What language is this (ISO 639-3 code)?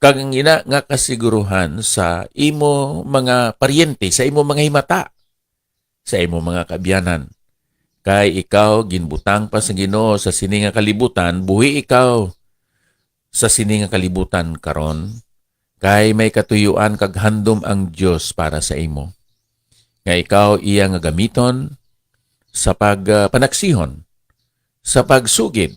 hil